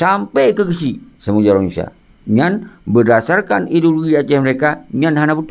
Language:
Achinese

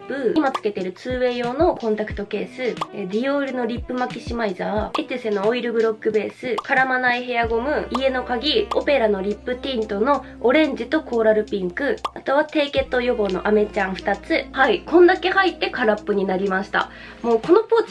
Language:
Japanese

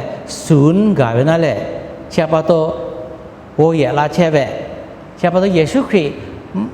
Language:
Lahu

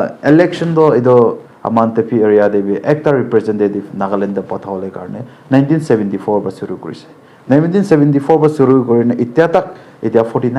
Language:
Naga Pidgin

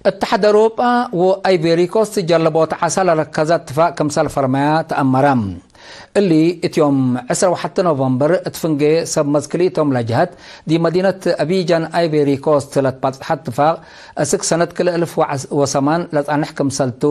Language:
Tigre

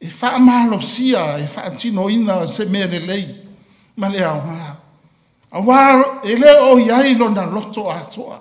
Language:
Samoan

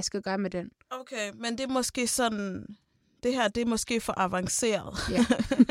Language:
Danish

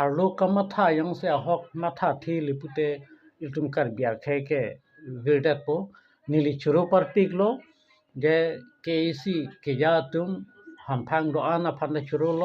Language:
Karbi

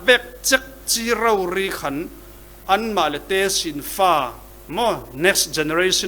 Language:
Falam Chin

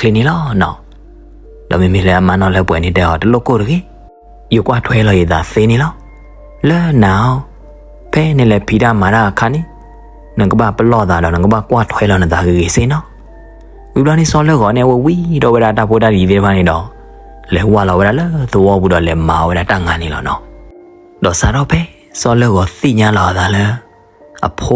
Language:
S'gaw Karen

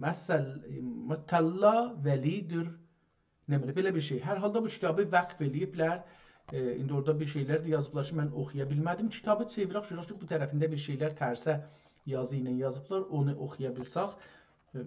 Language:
South Azerbaijani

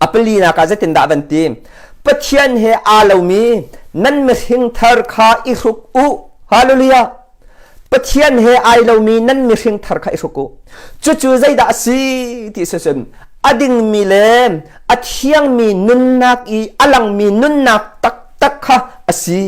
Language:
Hakha Chin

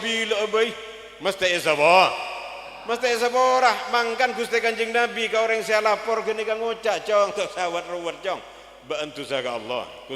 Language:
Madurese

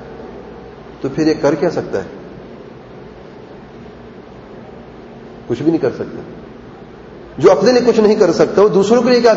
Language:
Urdu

